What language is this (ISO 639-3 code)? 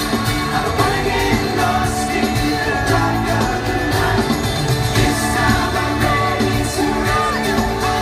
eng